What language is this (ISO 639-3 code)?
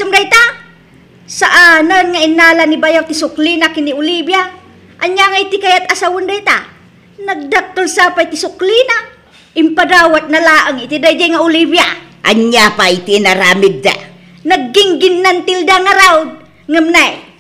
ilo